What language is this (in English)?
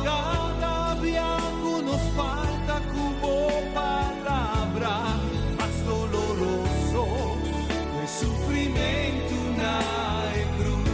Papiamento